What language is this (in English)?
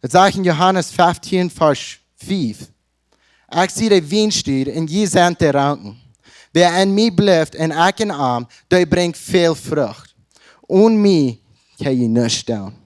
Plautdietsch